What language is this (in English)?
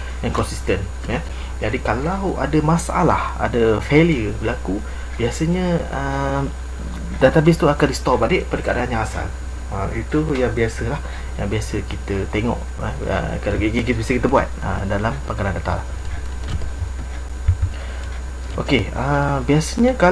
Malay